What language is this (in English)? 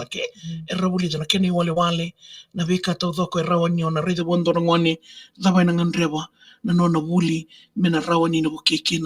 Fijian